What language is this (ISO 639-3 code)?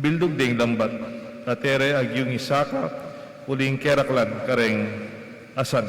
pam